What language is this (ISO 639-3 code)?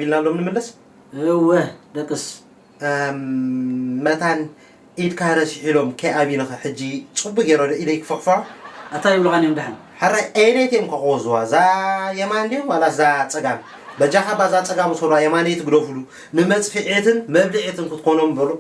tir